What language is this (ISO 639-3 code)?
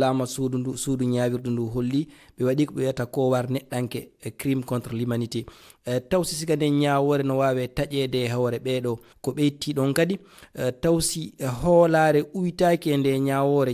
ful